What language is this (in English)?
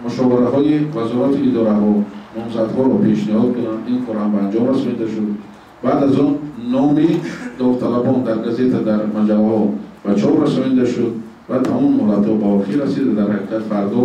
Tajik